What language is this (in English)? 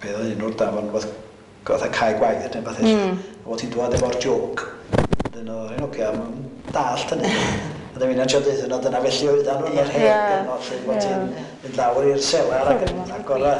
Welsh